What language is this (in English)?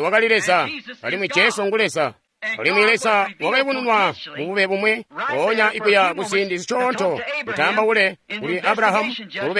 Tonga (Zambia)